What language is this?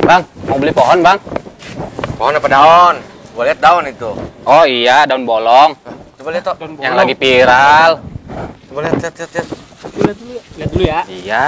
Betawi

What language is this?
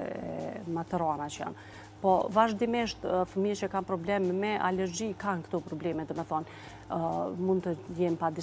Albanian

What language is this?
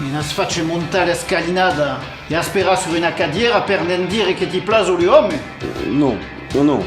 Occitan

